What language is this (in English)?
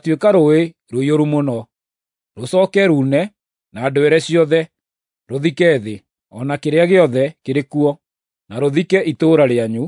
Kikuyu